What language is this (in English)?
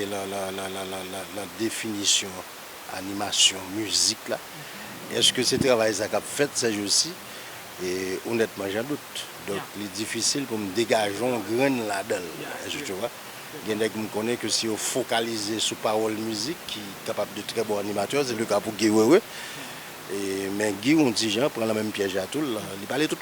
Haitian Creole